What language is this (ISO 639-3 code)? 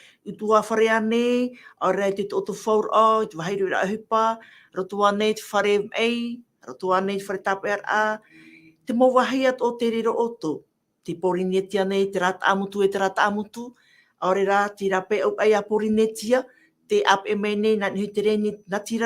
tah